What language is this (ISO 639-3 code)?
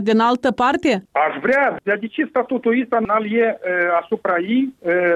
ron